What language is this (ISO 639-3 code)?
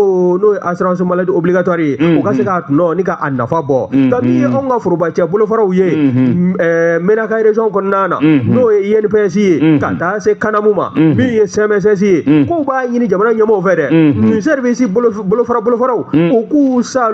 bam